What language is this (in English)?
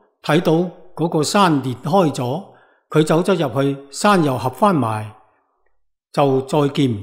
Cantonese